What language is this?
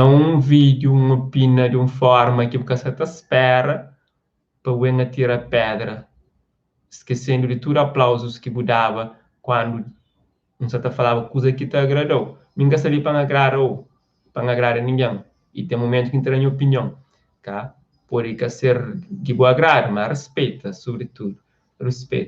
Kabuverdianu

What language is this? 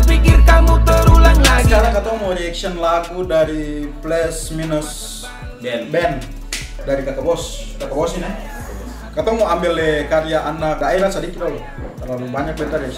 Ambonese Malay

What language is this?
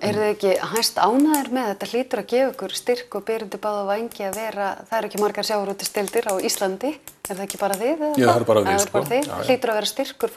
Icelandic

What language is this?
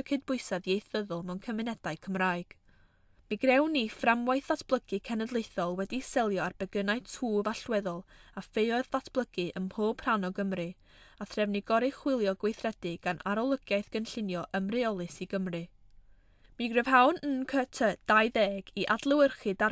Welsh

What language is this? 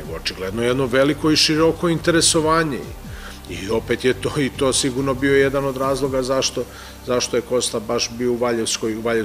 Serbian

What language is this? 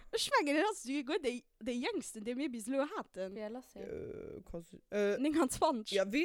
Luxembourgish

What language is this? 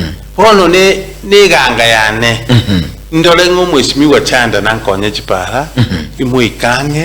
Gusii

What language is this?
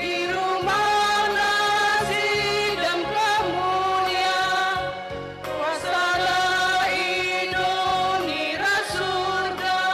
Batak Karo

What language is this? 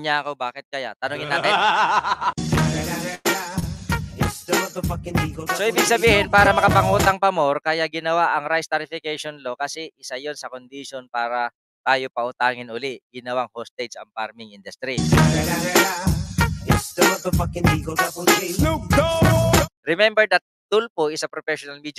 Filipino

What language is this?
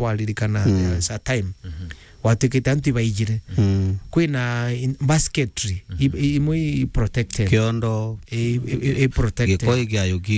Meru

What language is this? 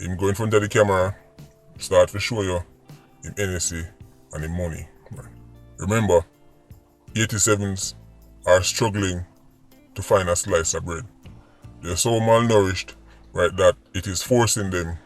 Jamaican Creole English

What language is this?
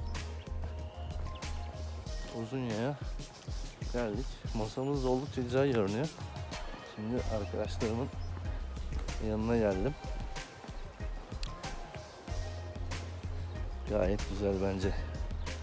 Turkish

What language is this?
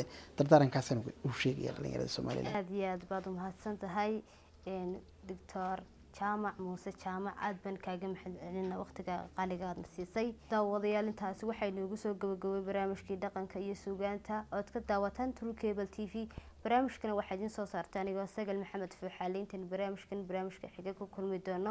Somali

